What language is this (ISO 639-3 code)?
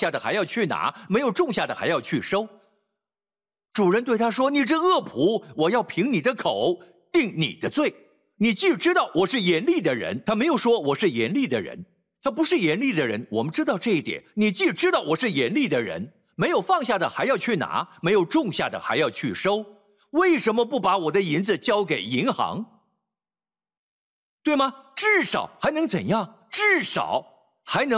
zho